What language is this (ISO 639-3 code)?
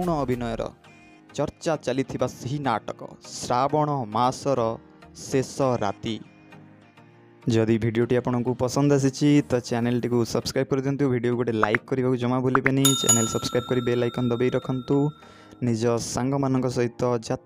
ori